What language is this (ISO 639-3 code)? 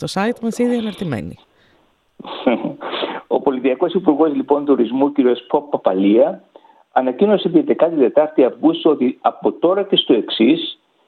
ell